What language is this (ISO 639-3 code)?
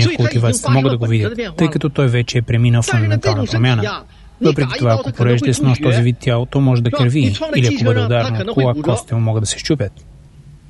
bul